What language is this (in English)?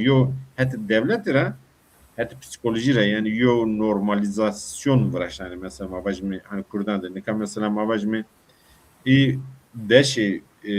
Zaza